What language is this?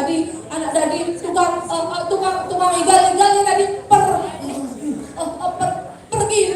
Balinese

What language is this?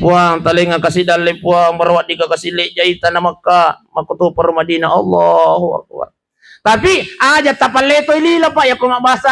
Buginese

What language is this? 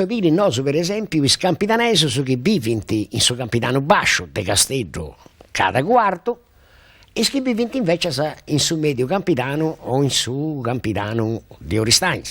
Sardinian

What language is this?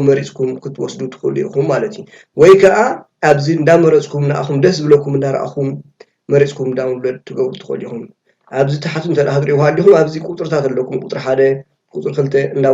Tigrinya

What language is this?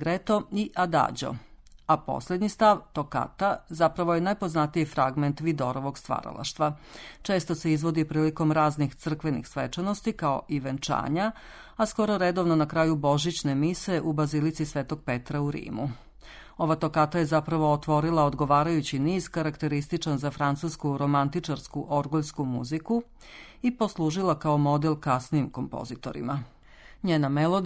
Serbian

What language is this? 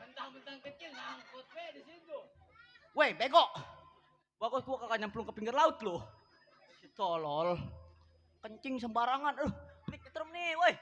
Betawi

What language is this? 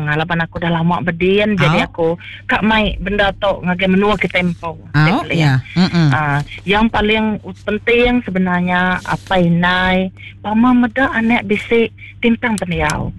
Iban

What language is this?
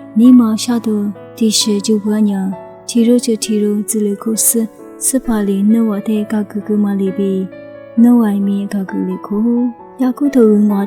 Lisu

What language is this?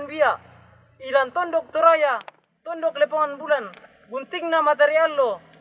Toraja-Sa'dan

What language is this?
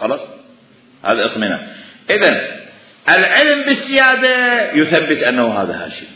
Mesopotamian Arabic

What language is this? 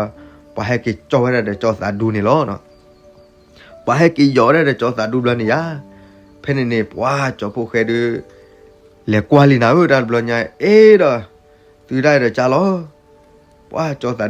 S'gaw Karen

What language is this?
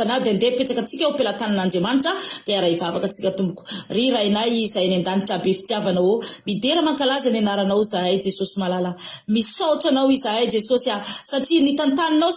Malagasy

